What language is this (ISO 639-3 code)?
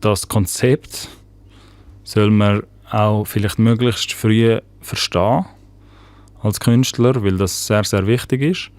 gsw